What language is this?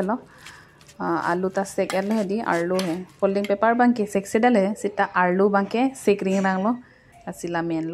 Karbi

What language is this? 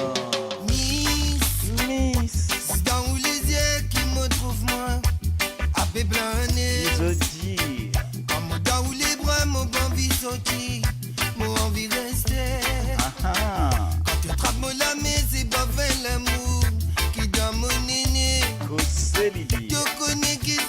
Morisyen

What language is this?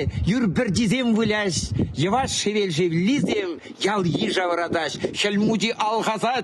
Chuvash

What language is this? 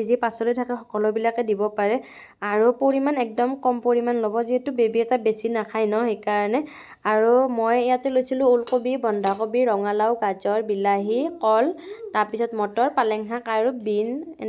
Assamese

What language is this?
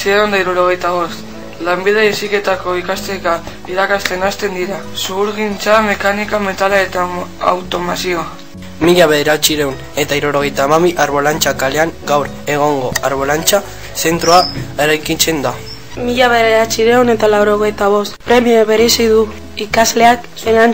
Basque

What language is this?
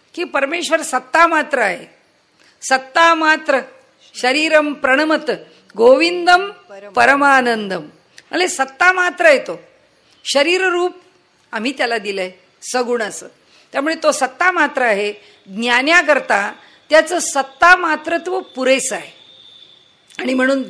Marathi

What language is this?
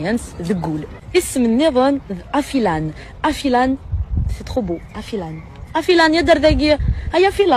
Kabyle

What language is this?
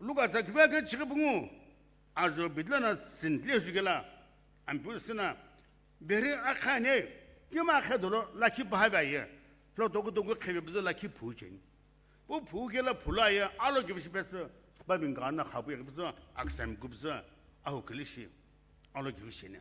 Sumi Naga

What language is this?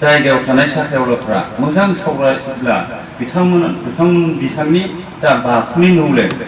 Bodo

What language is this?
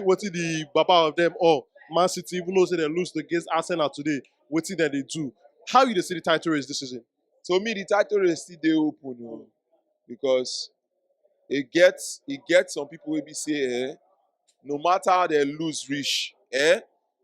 Nigerian Pidgin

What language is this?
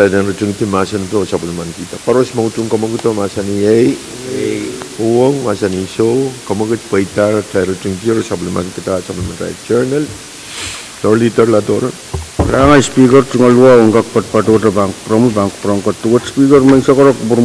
Pohnpeian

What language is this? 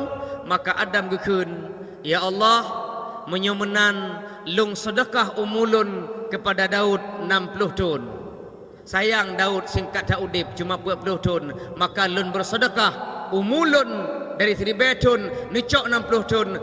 Achinese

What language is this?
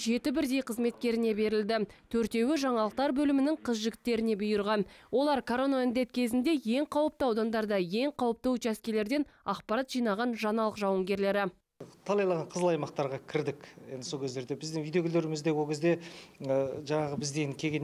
Kazakh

